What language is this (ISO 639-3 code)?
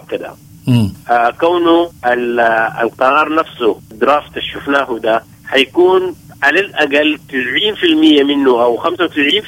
apd